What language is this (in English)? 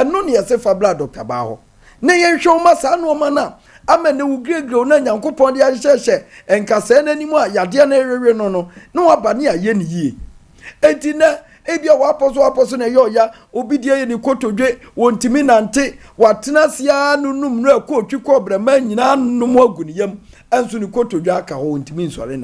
Akan